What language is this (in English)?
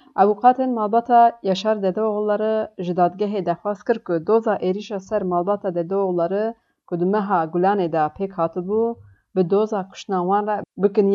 Kurdish